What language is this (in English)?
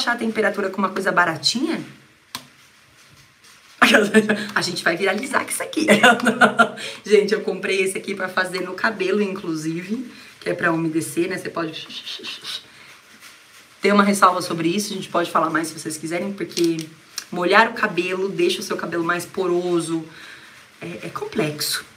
Portuguese